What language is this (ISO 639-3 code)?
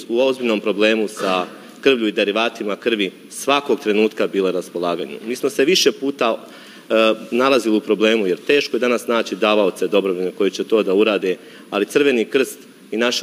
srp